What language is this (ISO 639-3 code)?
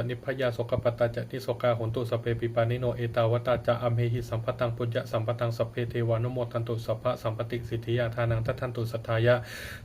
pli